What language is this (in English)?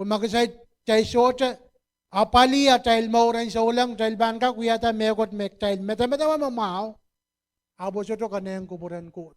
Pohnpeian